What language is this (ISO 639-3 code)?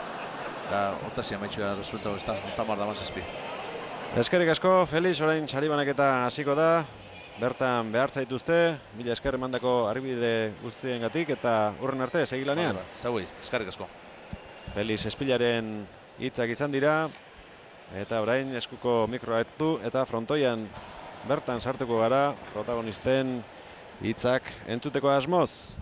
eus